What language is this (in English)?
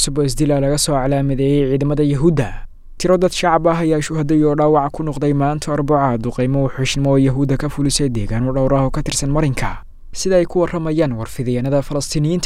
Somali